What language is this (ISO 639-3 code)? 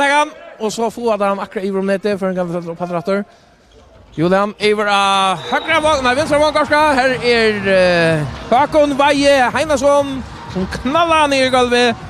fao